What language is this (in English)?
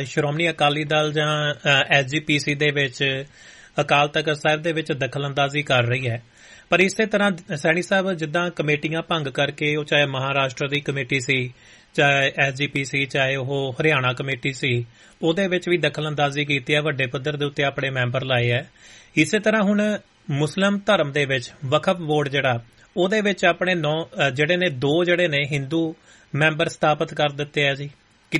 Punjabi